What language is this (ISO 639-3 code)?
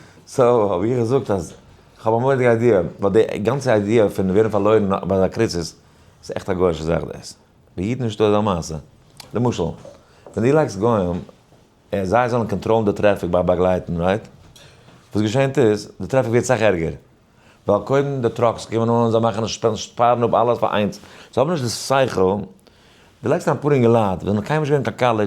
yid